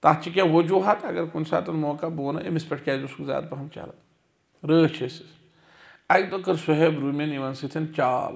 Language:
Kashmiri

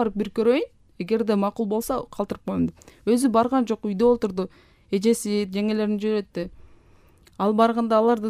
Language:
Kyrgyz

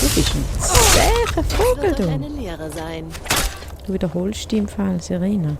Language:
Swiss German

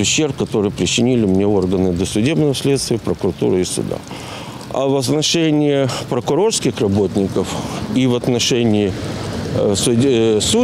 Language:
Russian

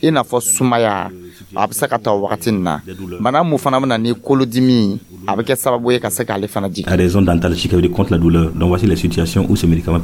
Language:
Dyula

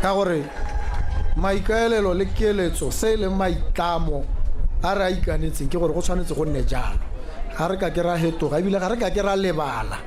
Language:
Tswana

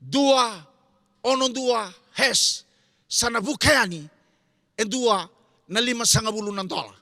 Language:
Fijian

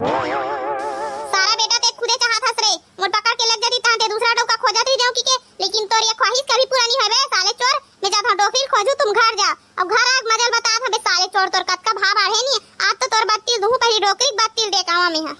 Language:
Chhattisgarhi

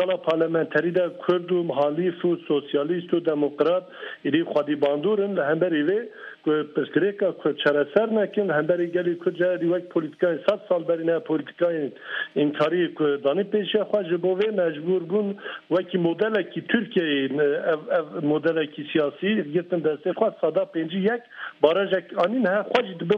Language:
Kurdish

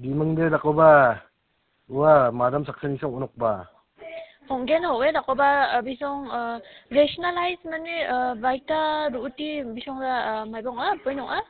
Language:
Garo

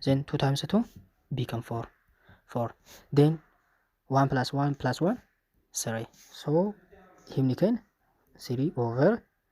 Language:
Oromo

